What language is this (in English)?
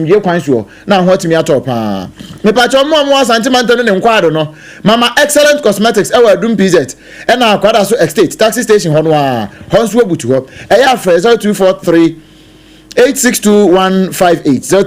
Akan